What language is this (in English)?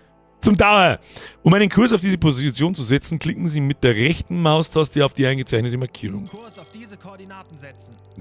Bavarian